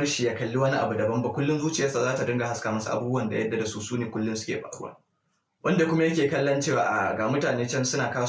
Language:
Hausa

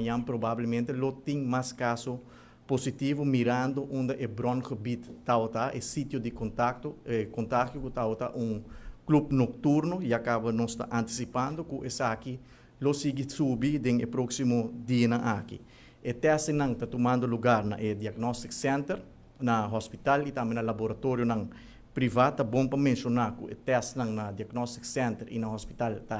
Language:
Papiamento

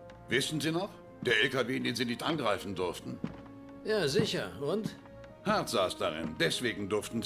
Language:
Bavarian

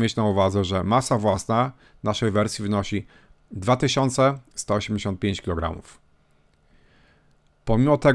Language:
Polish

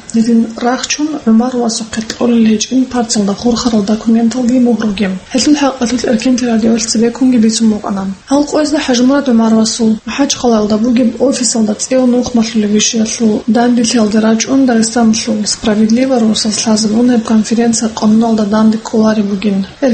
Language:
Avaric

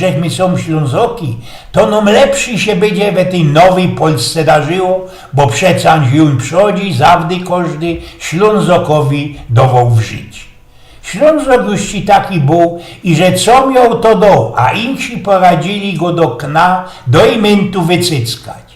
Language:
Silesian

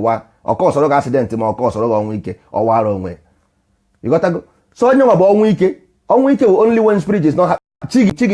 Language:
Igbo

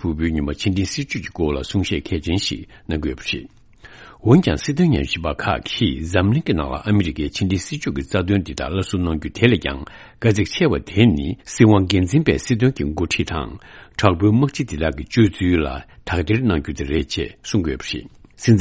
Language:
Tibetan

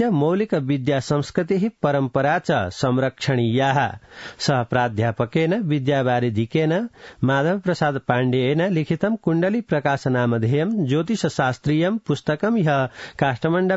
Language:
Sanskrit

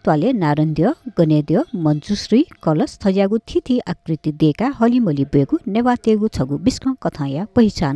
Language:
Newari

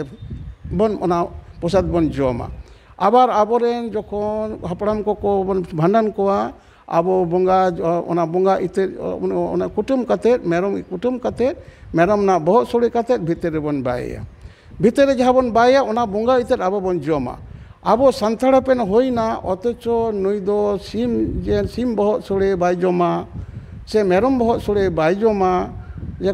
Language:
Santali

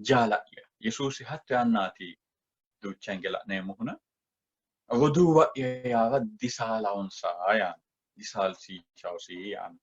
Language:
Sidamo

